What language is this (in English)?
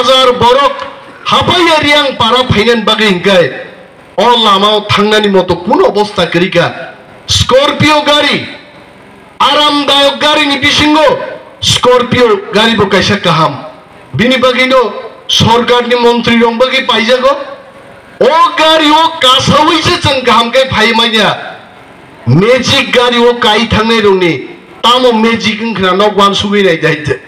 Kok Borok